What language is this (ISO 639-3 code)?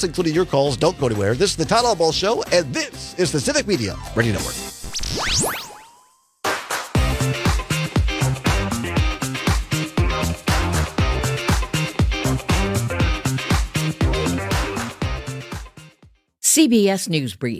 eng